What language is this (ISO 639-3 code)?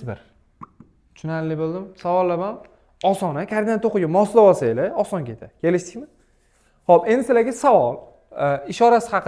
uzb